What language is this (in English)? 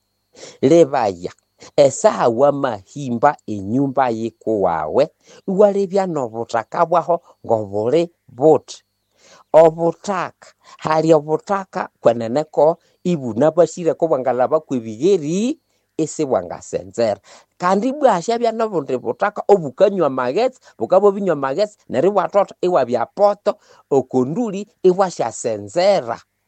Nande